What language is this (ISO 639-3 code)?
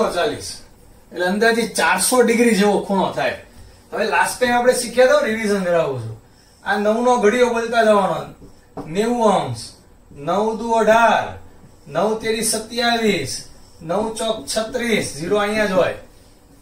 guj